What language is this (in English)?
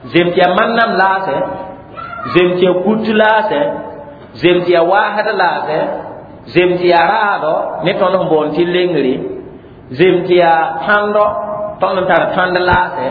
Mossi